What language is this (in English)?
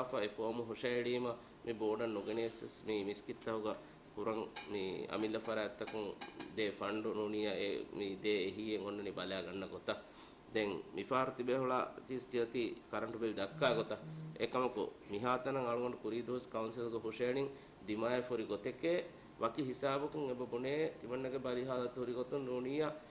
Divehi